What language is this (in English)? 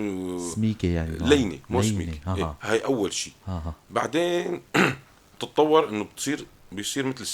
North Levantine Arabic